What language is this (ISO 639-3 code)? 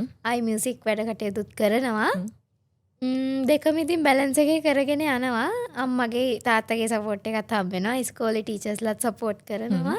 sin